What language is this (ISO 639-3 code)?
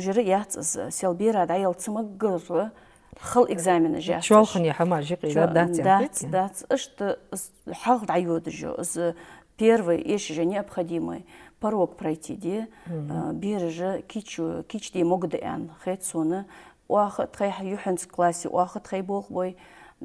inh